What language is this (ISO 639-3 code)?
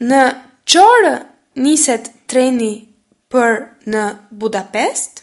sqi